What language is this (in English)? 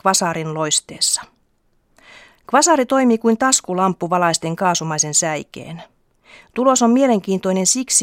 Finnish